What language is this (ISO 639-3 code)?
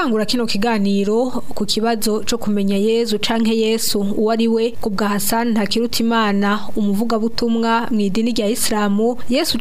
run